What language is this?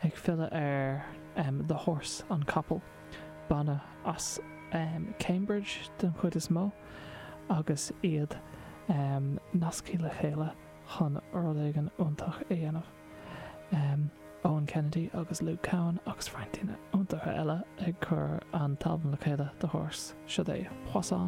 Irish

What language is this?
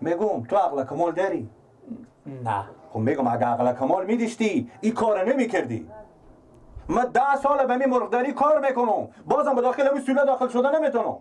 Persian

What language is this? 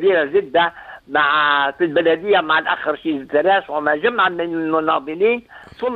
Arabic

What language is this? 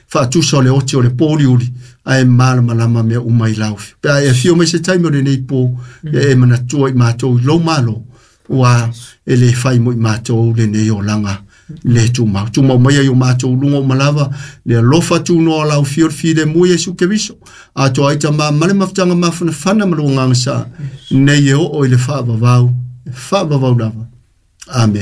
Samoan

